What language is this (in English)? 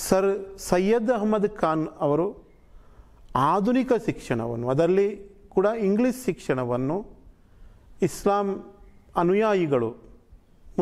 Kannada